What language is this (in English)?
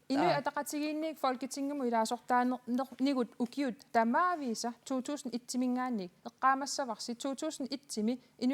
Kalaallisut